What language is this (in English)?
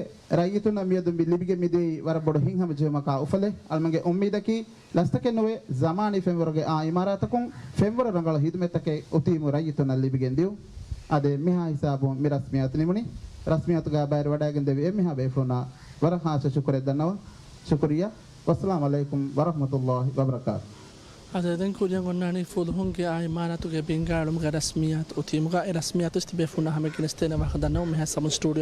Divehi